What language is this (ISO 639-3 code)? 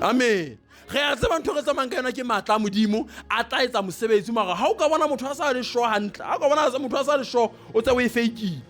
sot